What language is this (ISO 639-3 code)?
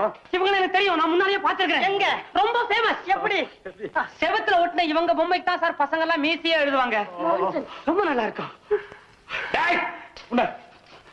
tam